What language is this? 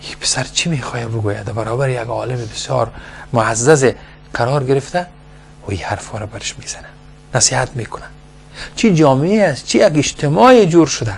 Persian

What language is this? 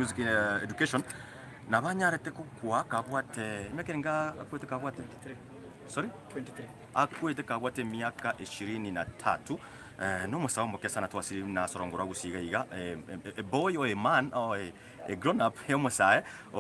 Gusii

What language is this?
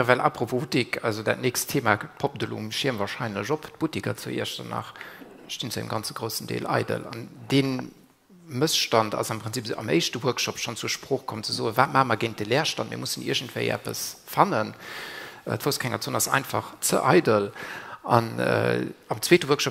Luxembourgish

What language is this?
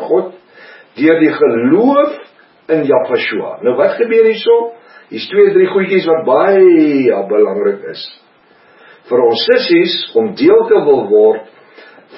Afrikaans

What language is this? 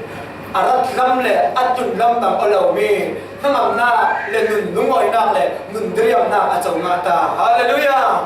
Falam Chin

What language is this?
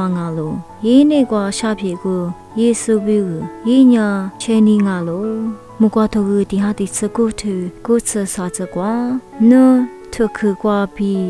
Lisu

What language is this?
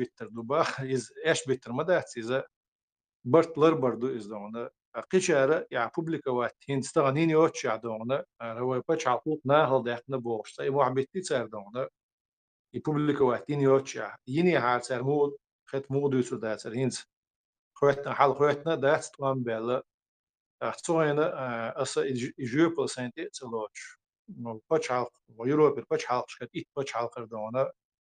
Chechen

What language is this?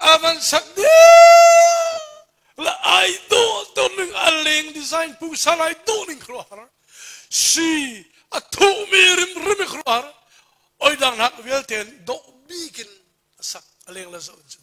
Hakha Chin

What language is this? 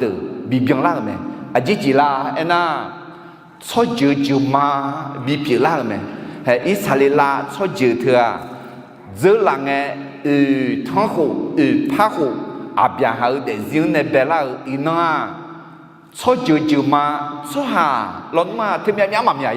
Akha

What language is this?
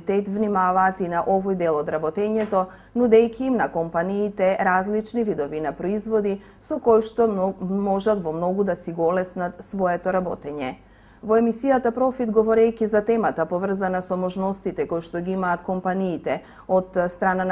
Macedonian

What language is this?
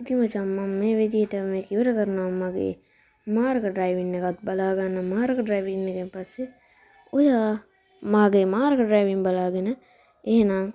Sinhala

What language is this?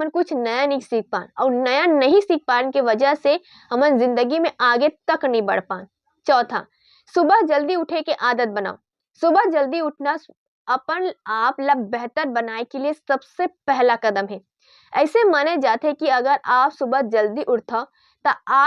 Chhattisgarhi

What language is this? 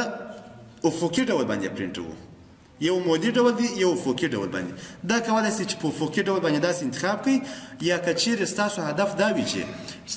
Pashto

